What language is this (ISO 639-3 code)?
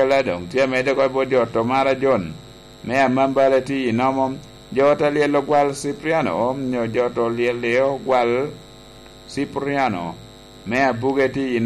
laj